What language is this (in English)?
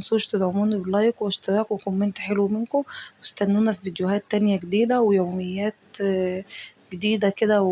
Egyptian Arabic